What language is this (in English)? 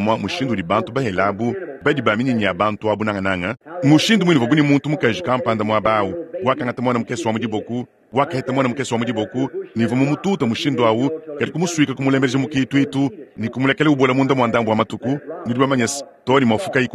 Luba-Lulua